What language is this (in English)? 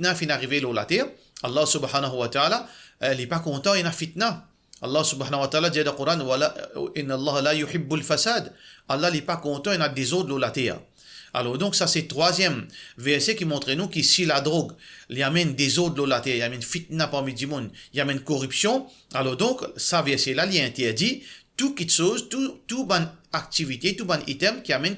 Morisyen